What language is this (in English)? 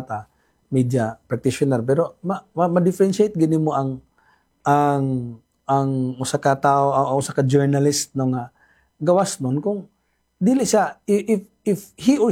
Cebuano